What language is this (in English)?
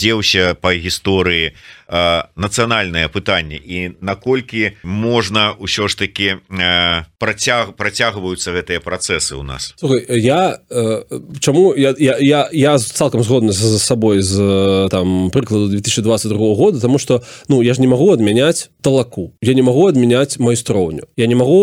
Belarusian